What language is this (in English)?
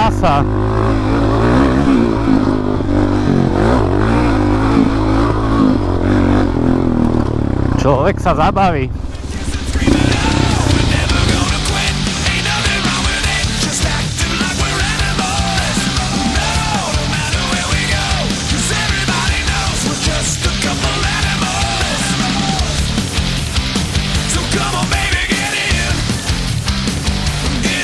Slovak